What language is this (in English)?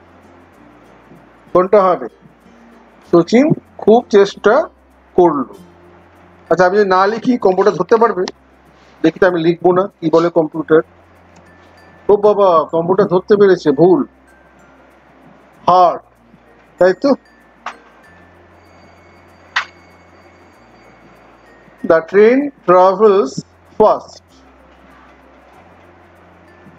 Bangla